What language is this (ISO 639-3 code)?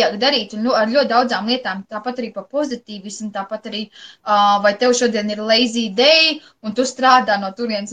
lav